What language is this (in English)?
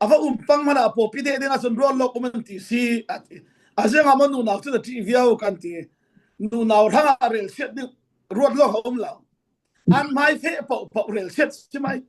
Falam Chin